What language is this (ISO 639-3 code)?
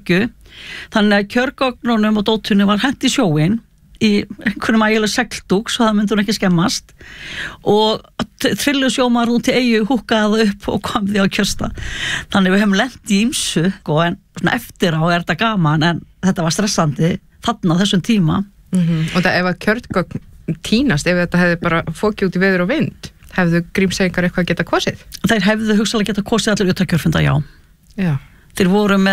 isl